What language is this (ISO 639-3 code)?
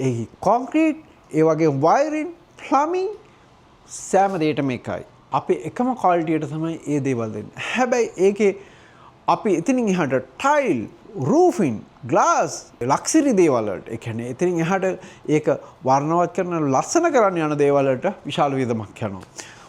sin